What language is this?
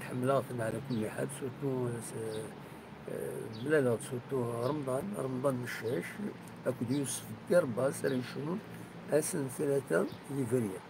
Kabyle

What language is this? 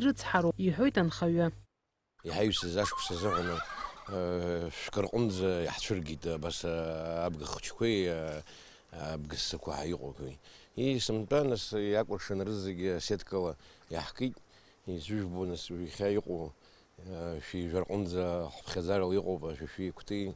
Abkhazian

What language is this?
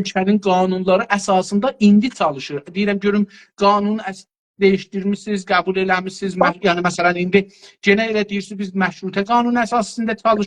South Azerbaijani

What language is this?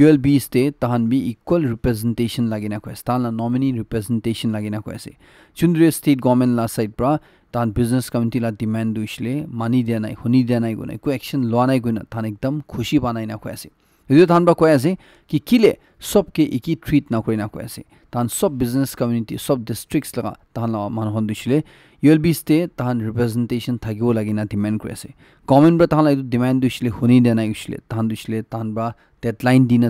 Naga Pidgin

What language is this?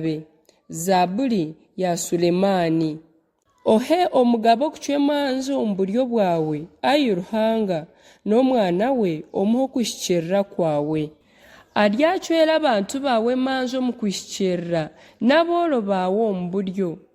Nyankole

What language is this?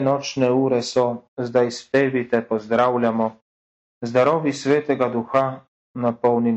Serbian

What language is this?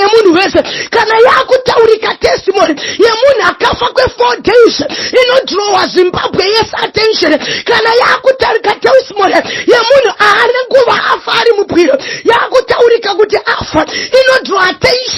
Shona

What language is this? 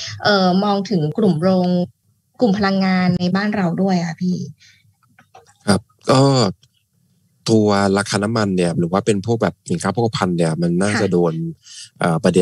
Thai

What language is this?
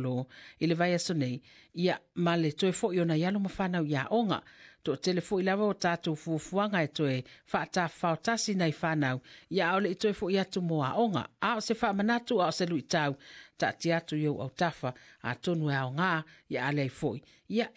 Samoan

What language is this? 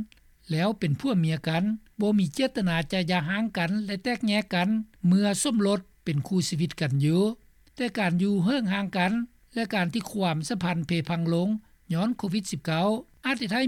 Lao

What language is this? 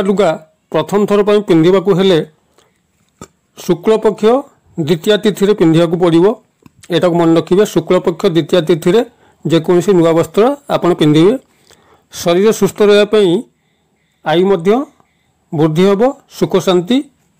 Odia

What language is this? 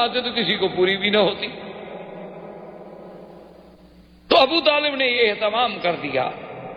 Urdu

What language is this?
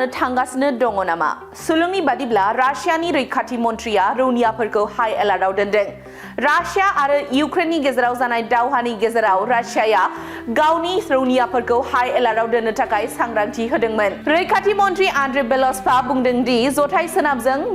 Bodo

